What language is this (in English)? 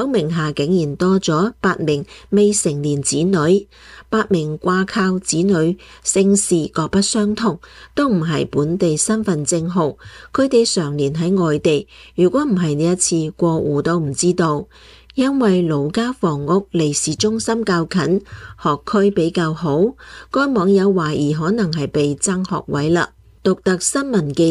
Cantonese